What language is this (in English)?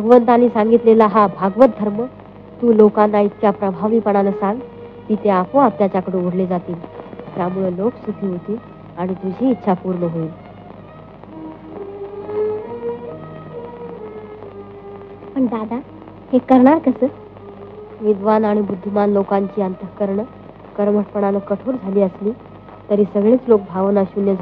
Marathi